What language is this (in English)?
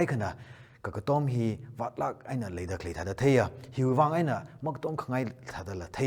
Tangkhul Naga (India)